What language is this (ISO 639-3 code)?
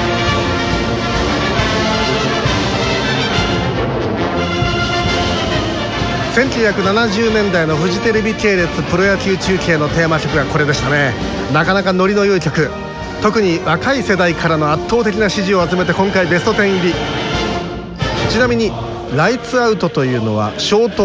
jpn